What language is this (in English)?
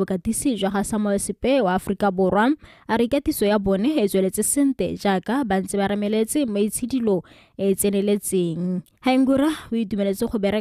Tswana